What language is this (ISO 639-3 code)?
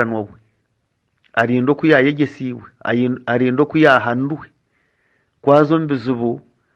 nyn